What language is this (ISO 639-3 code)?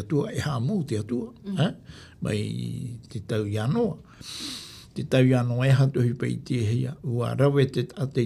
tah